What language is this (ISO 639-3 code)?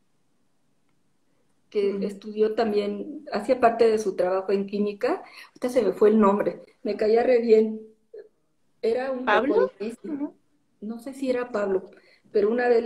spa